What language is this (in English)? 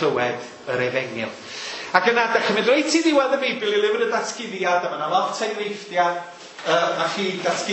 Welsh